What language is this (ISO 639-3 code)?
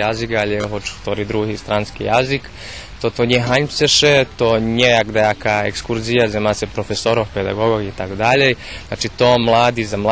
rue